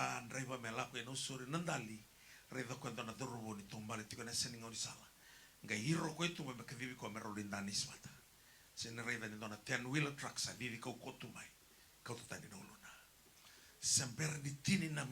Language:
Fijian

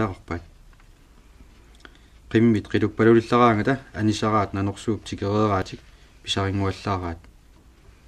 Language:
Kalaallisut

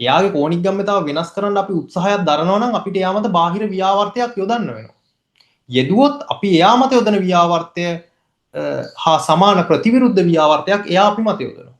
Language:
Sinhala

